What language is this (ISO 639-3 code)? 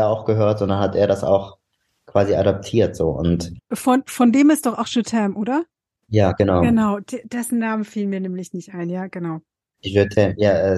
deu